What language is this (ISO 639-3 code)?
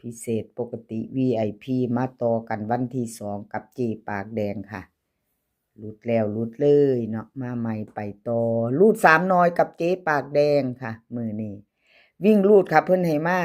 tts